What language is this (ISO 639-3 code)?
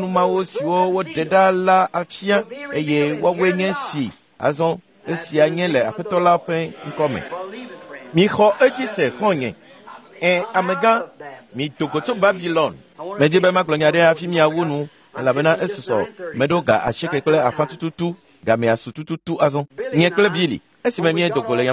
ewe